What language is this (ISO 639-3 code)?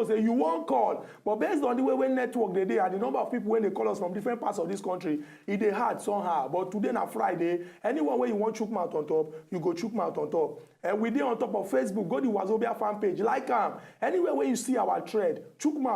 pcm